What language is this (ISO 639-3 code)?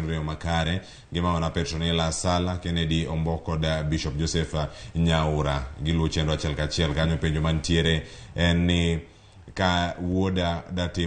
luo